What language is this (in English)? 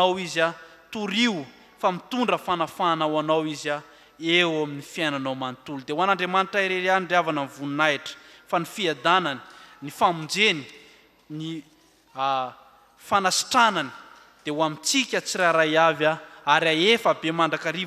Malagasy